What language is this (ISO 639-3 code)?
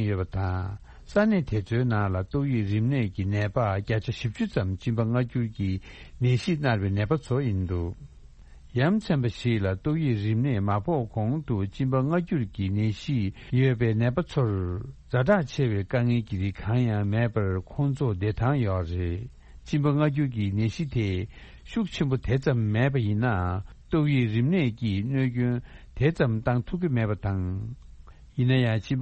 bod